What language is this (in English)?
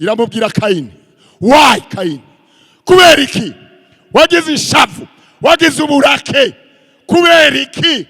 Rundi